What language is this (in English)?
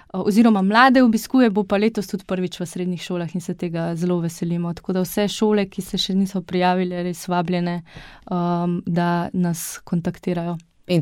Slovenian